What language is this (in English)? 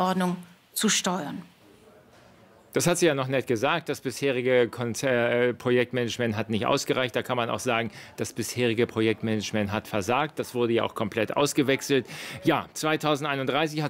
German